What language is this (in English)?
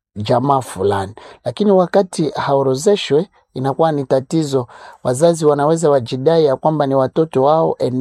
Swahili